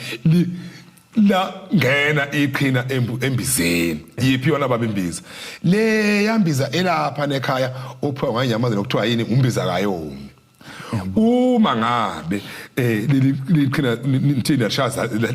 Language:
Zulu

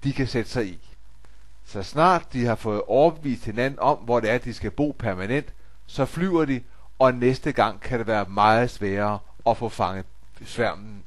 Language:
Danish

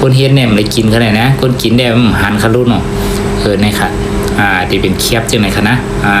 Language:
Shan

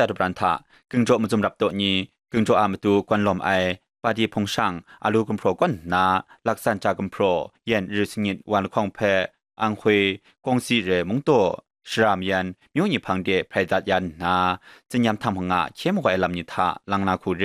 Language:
Kachin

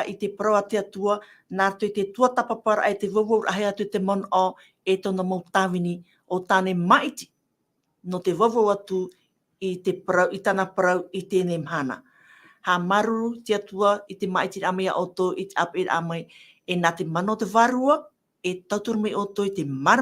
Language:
Tahitian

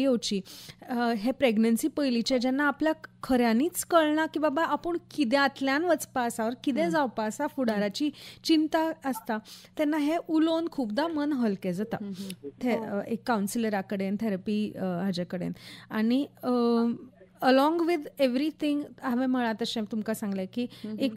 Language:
Konkani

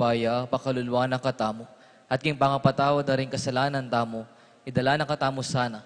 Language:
Pampanga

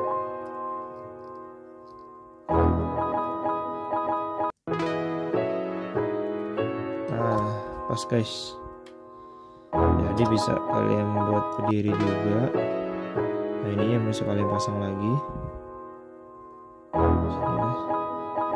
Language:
Indonesian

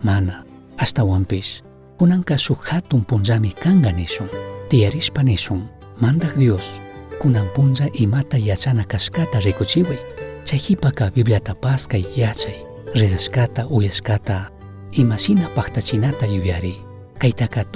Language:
Chimborazo Highland Quichua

